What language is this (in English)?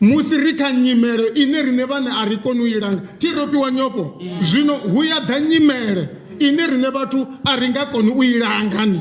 Venda